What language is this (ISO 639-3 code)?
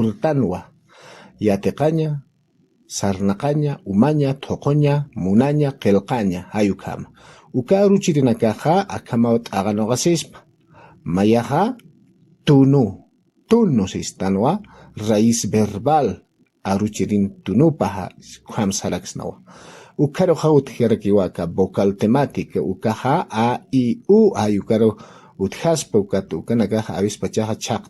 aym